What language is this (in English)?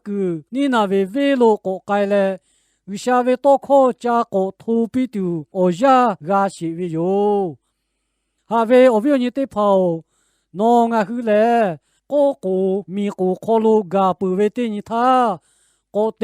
Lahu